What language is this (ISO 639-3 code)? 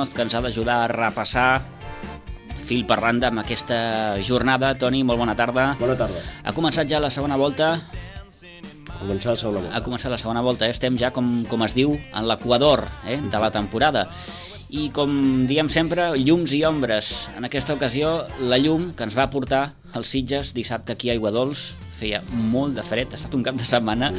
cat